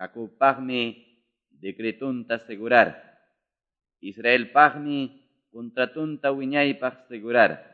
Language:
Ayacucho Quechua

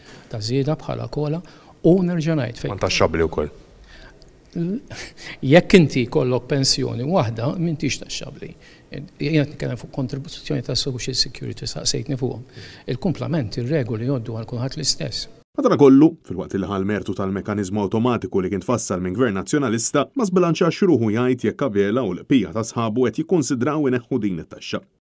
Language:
Maltese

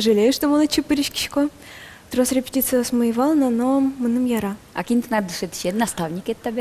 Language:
Udmurt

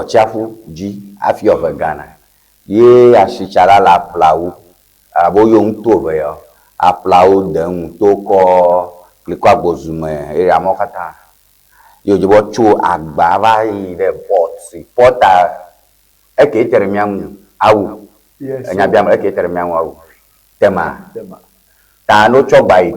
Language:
Ewe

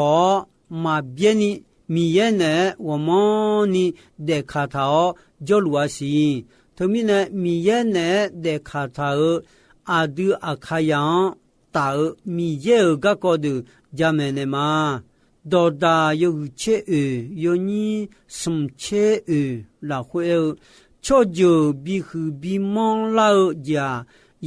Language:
Akha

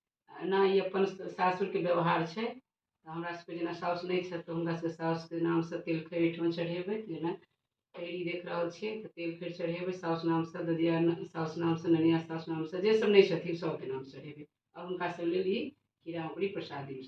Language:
Maithili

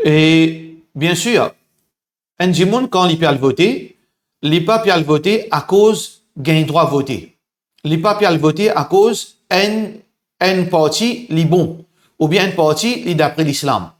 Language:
Morisyen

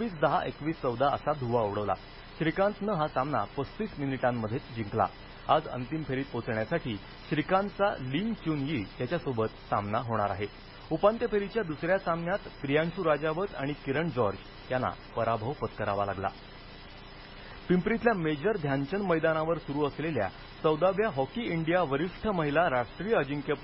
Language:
Marathi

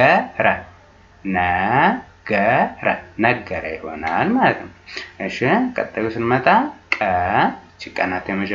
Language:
Amharic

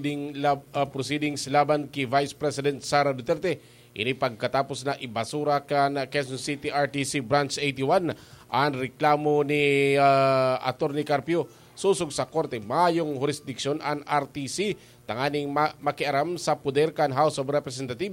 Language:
Bikol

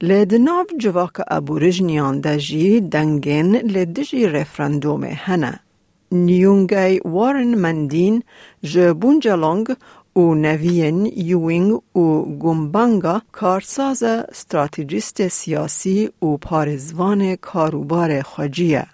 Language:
Kurdish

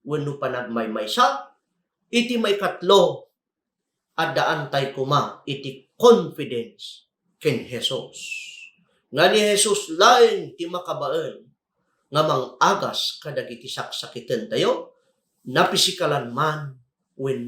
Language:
Iloko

